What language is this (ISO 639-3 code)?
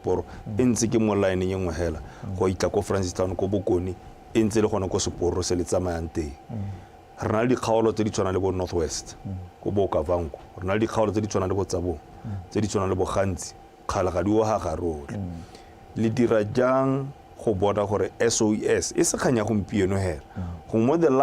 tsn